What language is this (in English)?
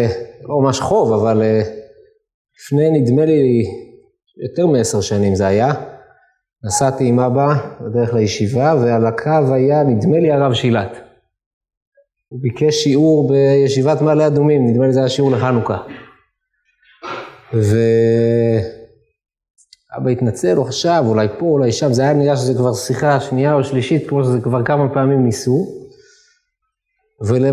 Hebrew